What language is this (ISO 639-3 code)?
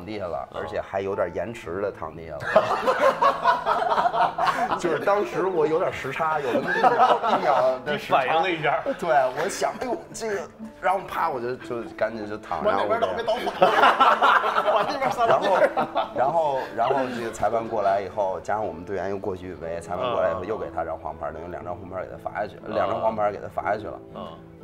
zho